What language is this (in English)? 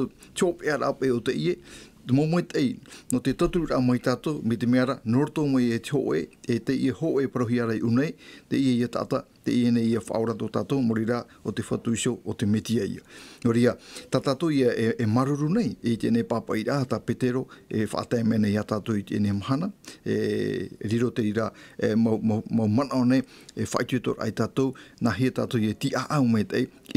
Tahitian